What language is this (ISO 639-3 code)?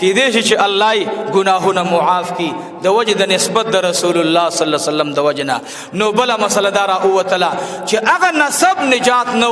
pus